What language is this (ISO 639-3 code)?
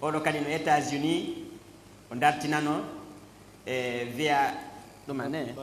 ful